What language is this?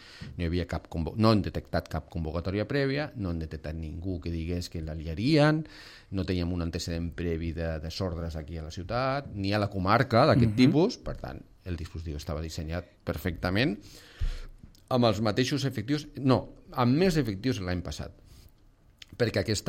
Catalan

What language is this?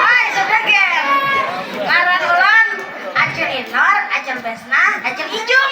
Banjar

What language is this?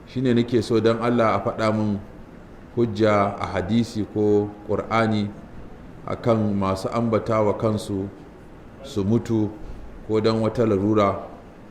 Hausa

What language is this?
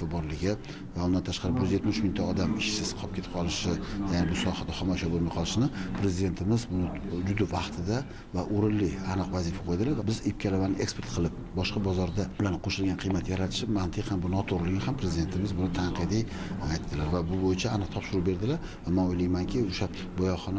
Uzbek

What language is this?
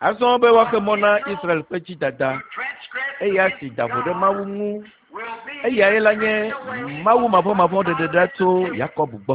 Ewe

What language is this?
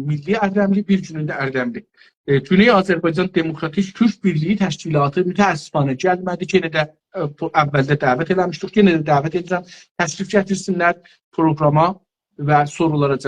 South Azerbaijani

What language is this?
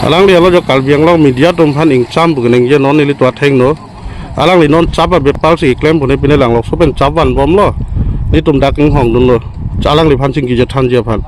Karbi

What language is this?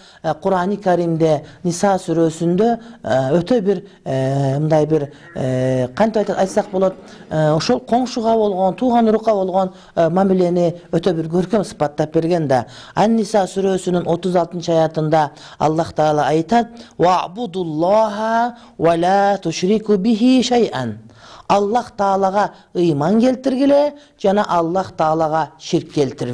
Kyrgyz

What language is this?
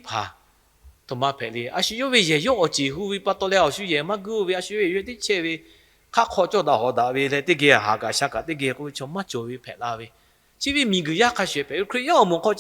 Lahu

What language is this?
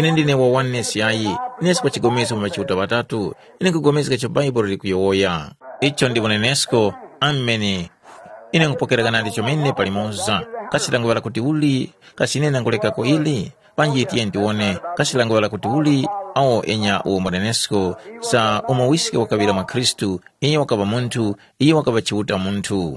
Tumbuka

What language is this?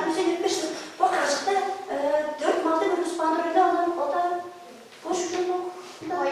Tuvinian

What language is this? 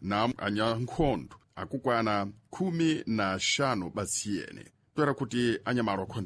Sena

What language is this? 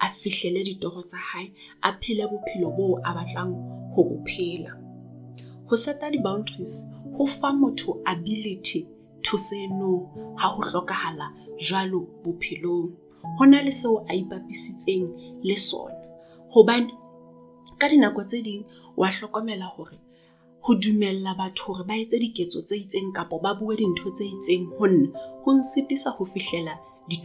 Southern Sotho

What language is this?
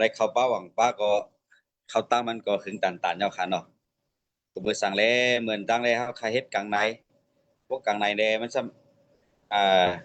Shan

